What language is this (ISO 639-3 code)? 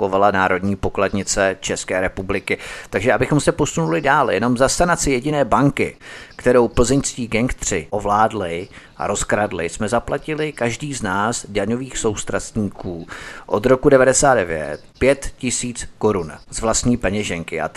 ces